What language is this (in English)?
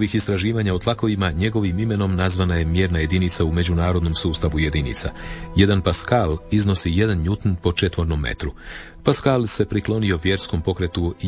Croatian